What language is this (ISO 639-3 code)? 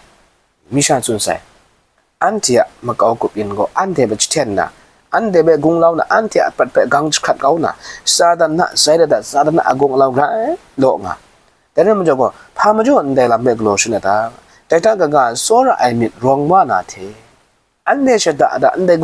kac